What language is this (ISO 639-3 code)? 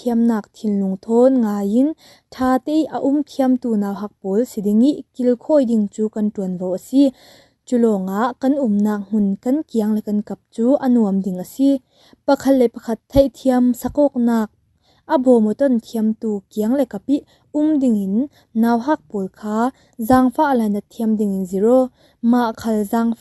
cfm